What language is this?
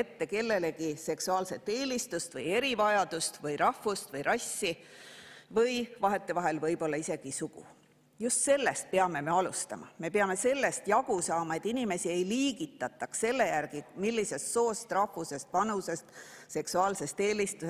Estonian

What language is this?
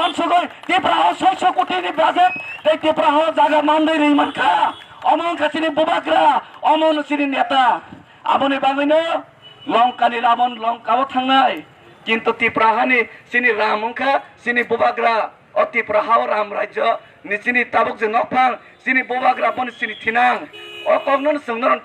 Kok Borok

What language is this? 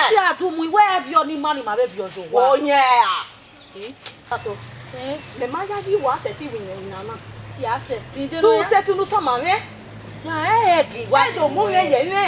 Bini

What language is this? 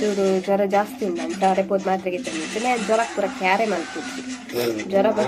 Tulu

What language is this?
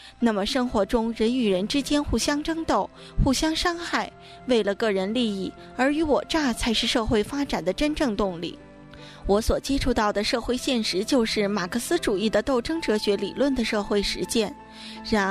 Chinese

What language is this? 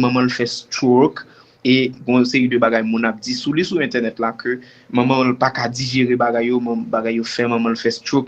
Haitian Creole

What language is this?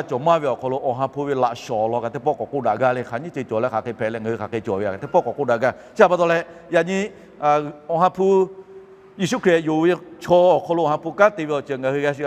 Lahu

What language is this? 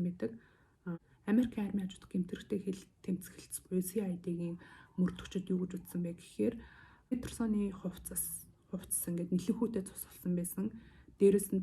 Mongolian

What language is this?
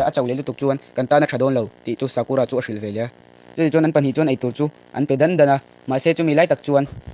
Mizo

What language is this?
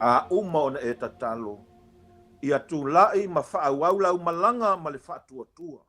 Samoan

